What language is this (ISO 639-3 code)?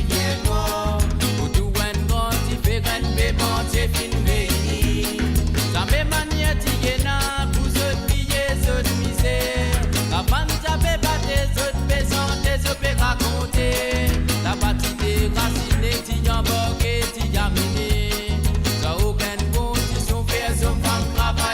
mfe